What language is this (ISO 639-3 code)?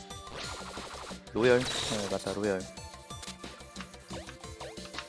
kor